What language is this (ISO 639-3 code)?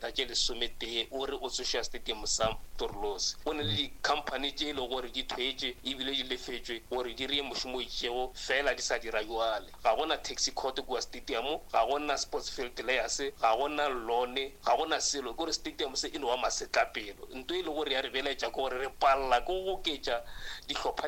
nso